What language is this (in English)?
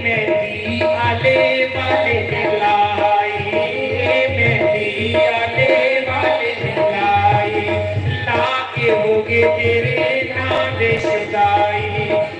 Dogri